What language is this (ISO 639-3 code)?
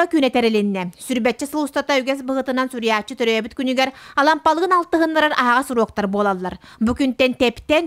sah